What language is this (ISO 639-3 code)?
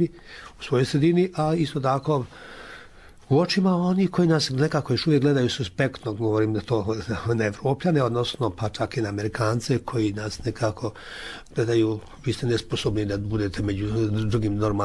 bos